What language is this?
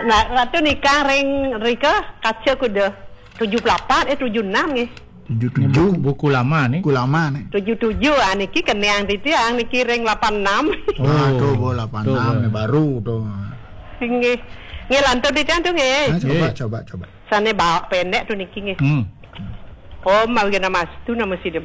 Balinese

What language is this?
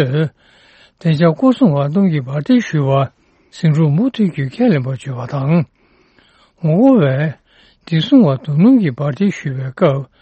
Tibetan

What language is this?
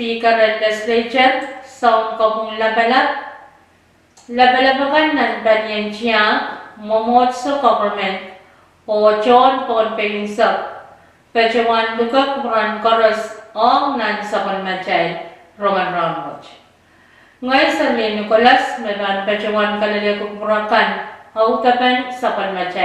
Pohnpeian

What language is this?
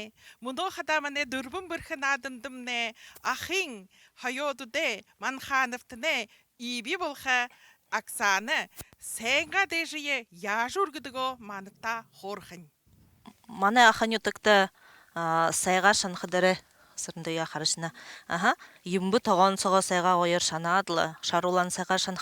Buriat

